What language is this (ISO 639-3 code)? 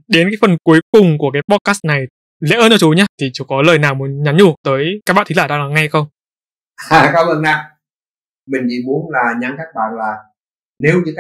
vie